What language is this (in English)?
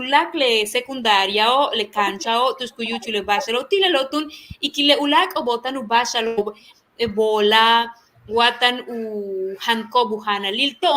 Yucateco